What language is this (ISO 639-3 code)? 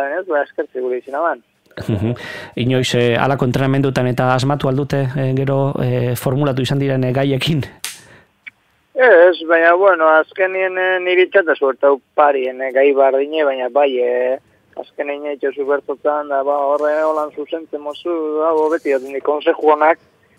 eus